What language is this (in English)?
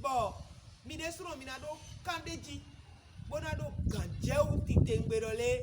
Fon